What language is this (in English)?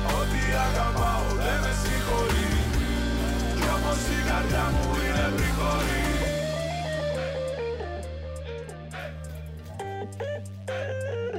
Greek